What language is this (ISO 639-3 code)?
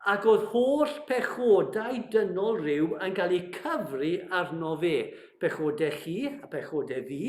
cym